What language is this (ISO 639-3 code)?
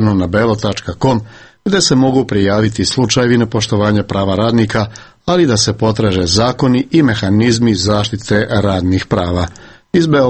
srp